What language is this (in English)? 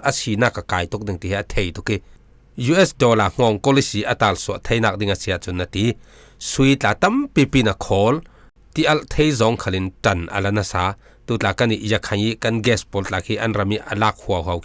Falam Chin